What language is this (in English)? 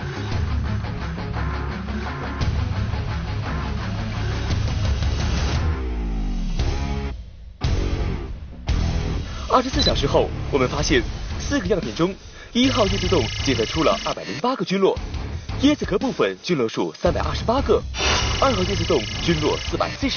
Chinese